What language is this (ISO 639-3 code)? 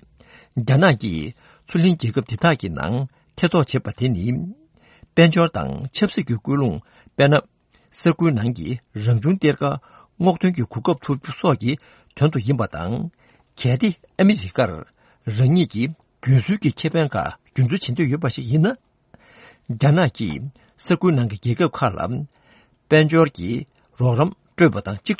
bod